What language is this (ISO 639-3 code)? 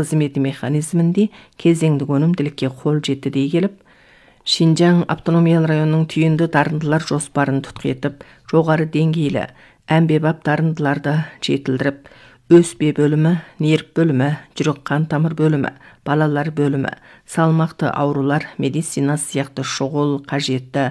kaz